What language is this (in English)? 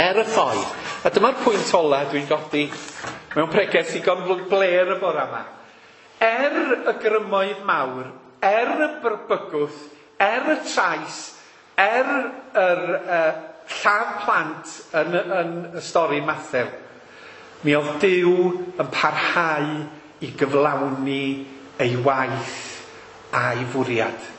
Welsh